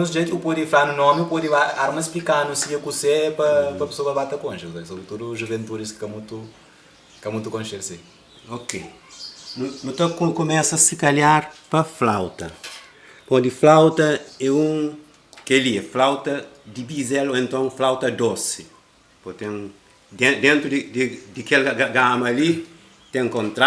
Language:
Kabuverdianu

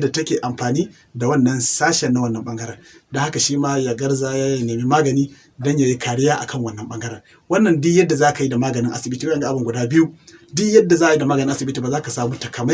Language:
Hausa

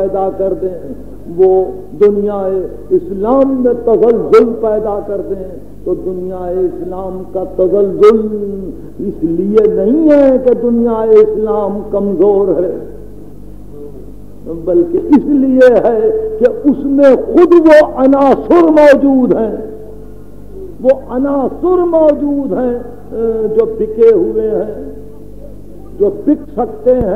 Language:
Urdu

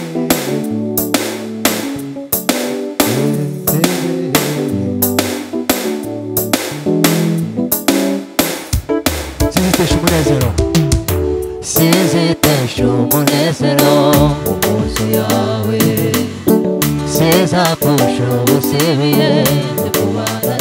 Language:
Kinyarwanda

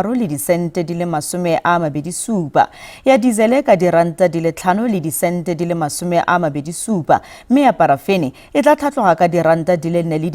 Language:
Tswana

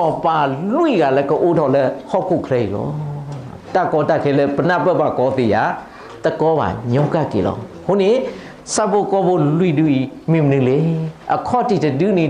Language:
S'gaw Karen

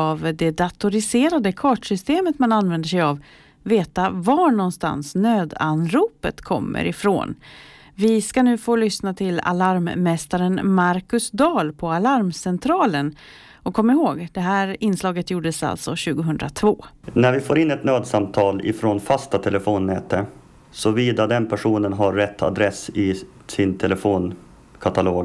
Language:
Swedish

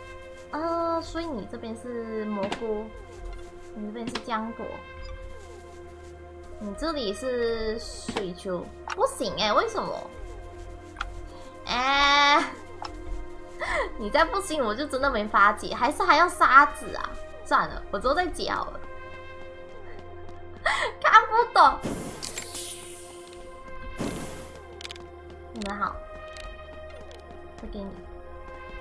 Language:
Chinese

